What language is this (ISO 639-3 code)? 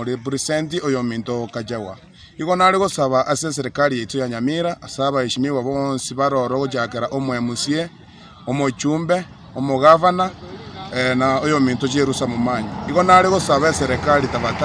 guz